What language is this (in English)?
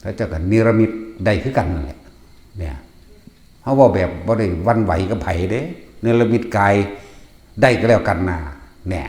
Northeastern Thai